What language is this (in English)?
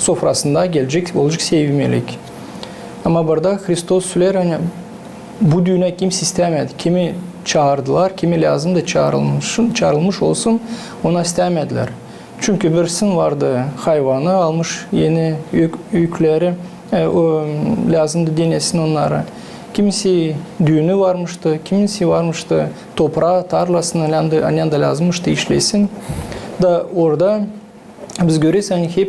Gagauz